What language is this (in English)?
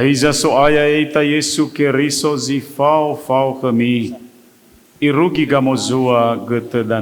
Nias